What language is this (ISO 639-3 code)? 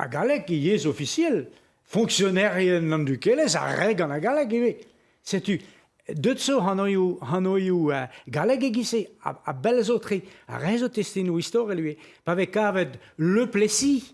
bre